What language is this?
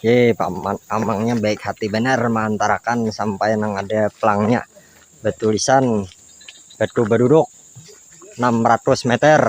Banjar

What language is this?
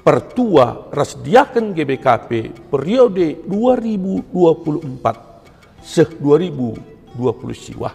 Batak Karo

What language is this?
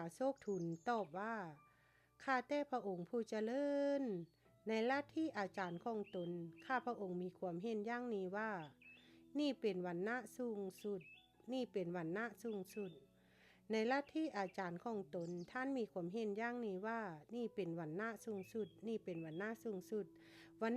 Lao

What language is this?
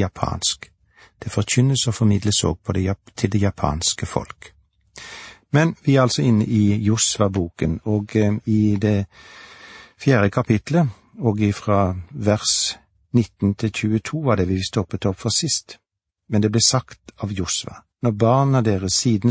Norwegian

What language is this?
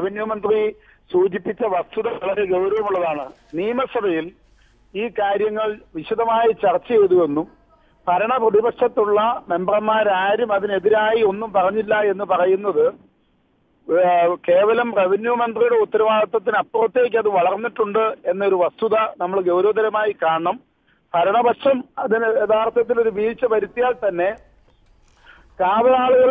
Malayalam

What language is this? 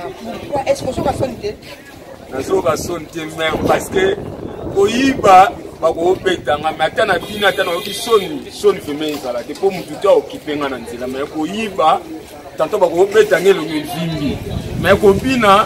Lingala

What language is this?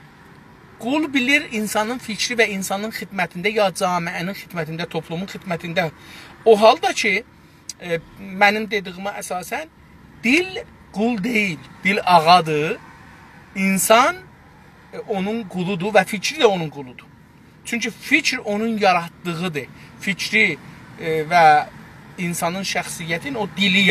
South Azerbaijani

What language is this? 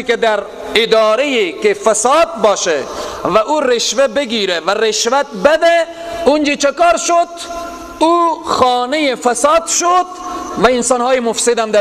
Persian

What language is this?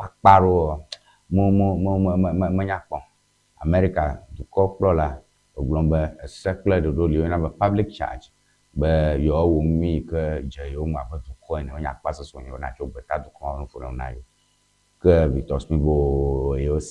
Ewe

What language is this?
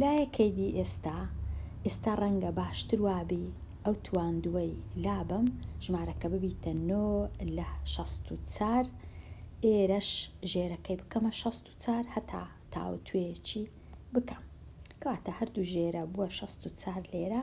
Central Kurdish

